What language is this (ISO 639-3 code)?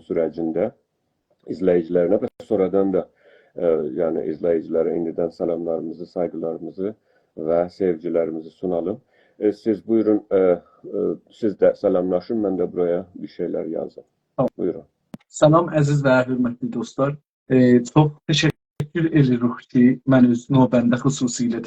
azb